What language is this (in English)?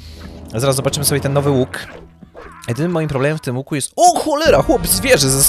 Polish